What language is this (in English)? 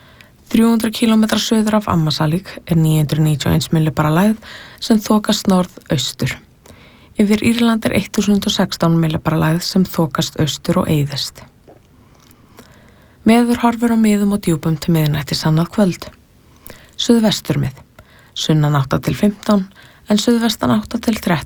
Icelandic